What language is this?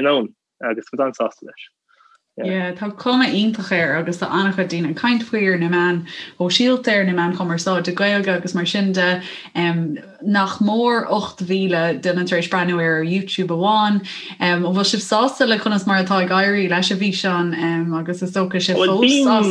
Irish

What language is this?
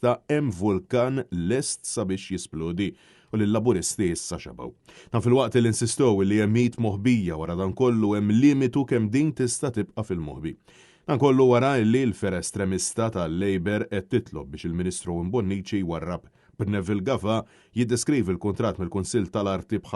Maltese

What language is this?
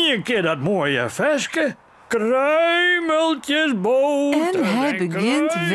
Western Frisian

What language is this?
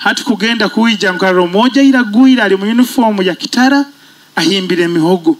Nyoro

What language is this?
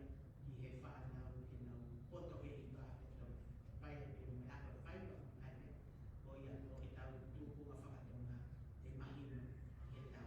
Tongan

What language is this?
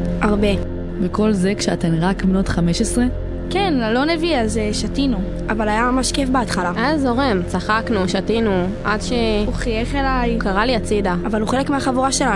Hebrew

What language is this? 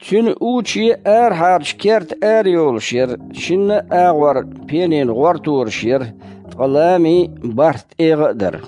Chechen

